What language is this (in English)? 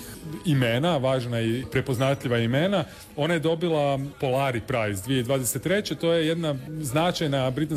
Croatian